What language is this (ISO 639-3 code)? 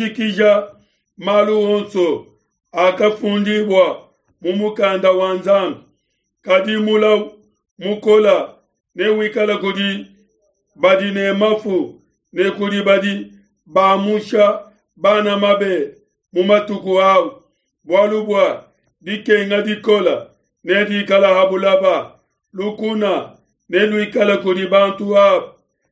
lua